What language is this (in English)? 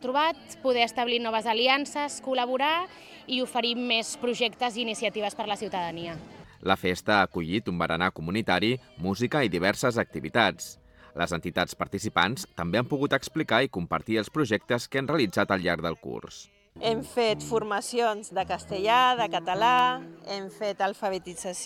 Catalan